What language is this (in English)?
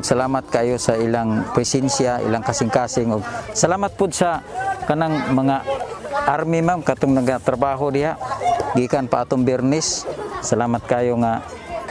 Cebuano